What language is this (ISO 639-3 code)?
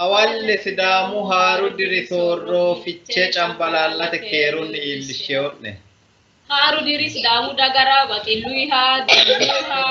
sid